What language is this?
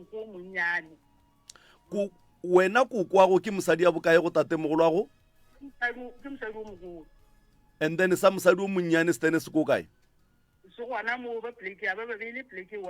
Northern Sotho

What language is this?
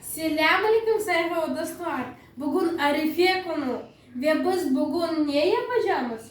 Crimean Tatar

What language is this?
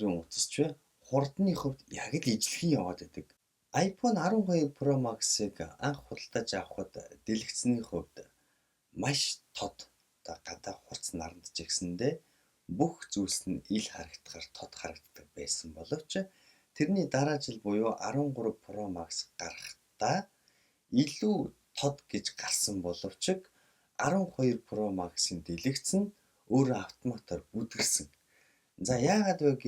Mongolian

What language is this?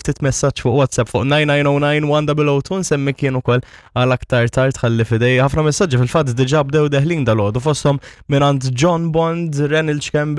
Maltese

